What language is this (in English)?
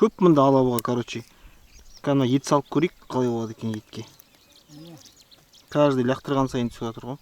Kazakh